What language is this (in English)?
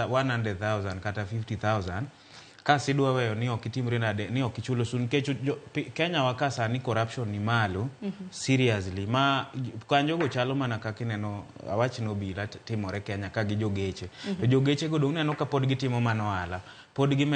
Luo (Kenya and Tanzania)